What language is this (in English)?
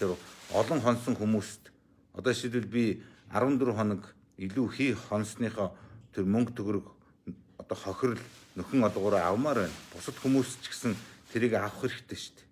Mongolian